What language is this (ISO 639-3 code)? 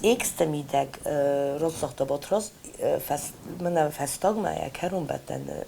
oss